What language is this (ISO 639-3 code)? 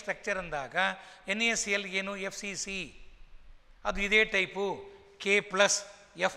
kan